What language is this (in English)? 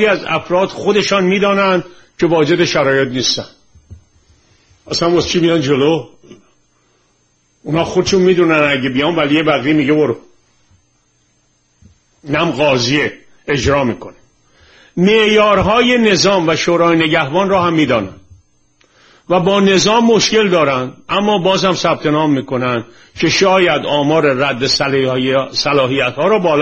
Persian